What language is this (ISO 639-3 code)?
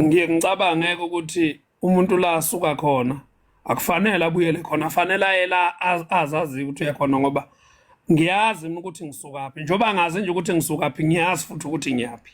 zul